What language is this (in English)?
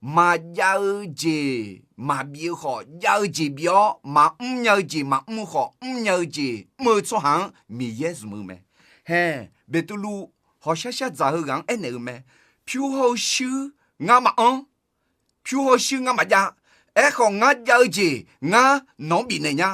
Akha